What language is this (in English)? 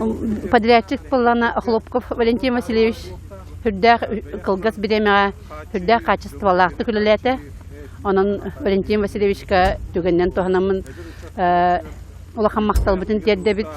Yakut